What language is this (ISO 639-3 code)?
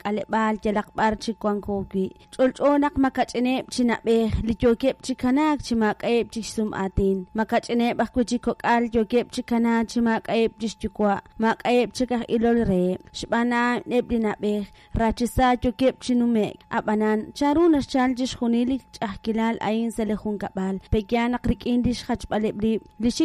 kek